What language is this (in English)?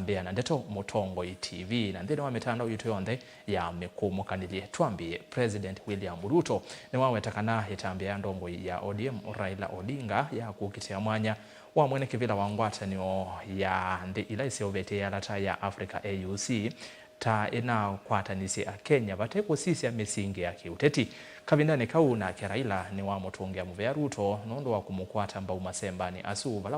Kamba